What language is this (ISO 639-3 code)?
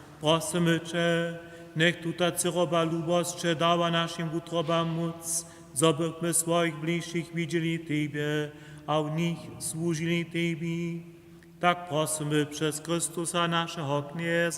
hsb